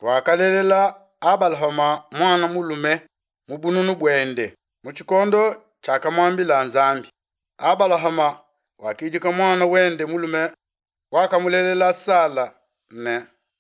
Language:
Luba-Lulua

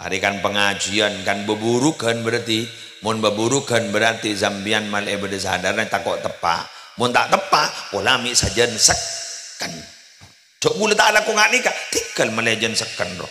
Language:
Madurese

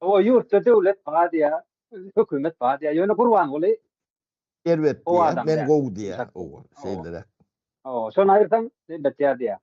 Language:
Turkmen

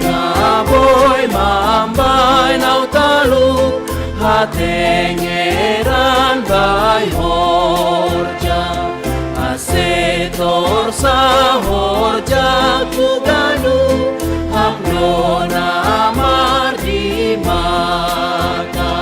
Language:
Batak Simalungun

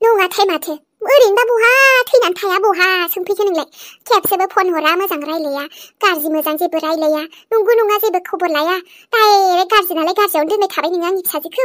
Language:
Bodo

